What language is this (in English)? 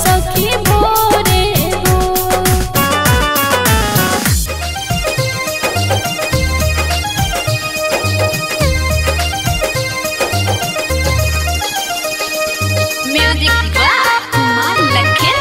Bhojpuri